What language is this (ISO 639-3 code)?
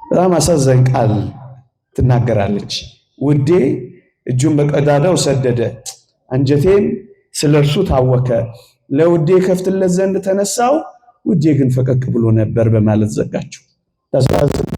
amh